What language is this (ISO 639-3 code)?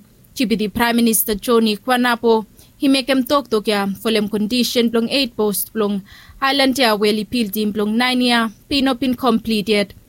bis